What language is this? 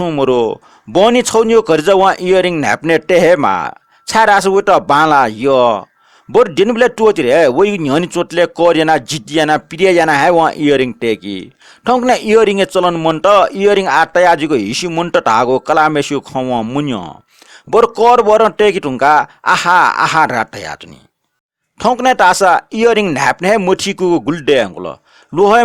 Newari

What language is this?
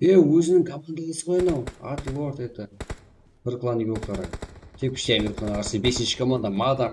Kara-Kalpak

